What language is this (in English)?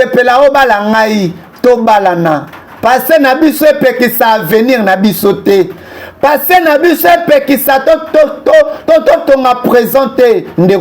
Lingala